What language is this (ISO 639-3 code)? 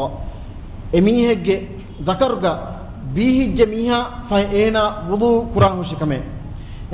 div